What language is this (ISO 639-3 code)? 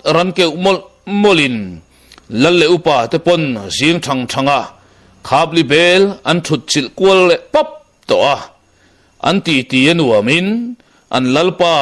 lus